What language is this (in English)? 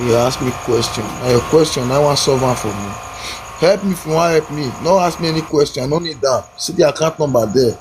Nigerian Pidgin